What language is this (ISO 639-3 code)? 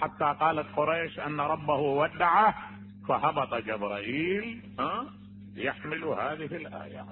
acm